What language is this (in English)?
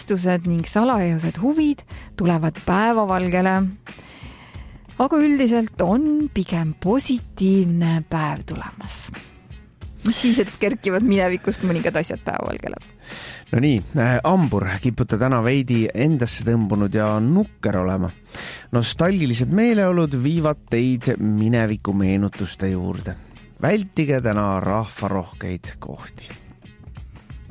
Estonian